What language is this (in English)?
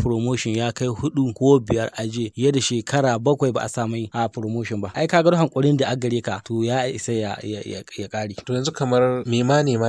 Hausa